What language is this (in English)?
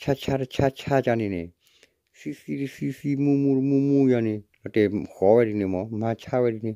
S'gaw Karen